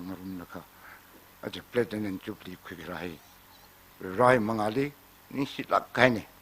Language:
Tangkhul Naga (India)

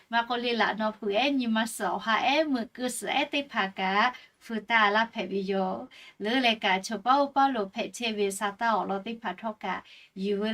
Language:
Lahu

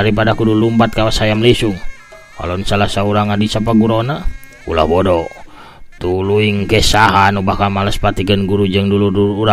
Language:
Sundanese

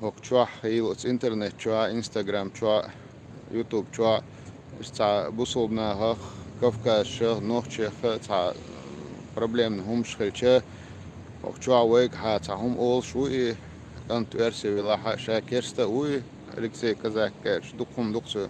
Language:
Chechen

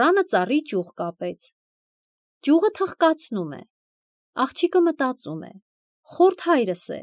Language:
Armenian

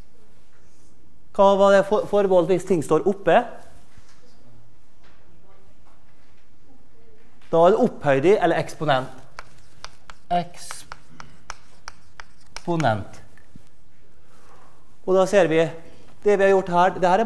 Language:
Norwegian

